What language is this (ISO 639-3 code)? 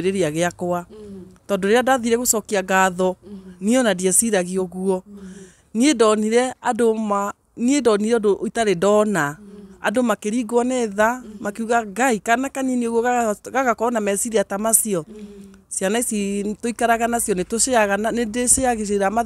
kik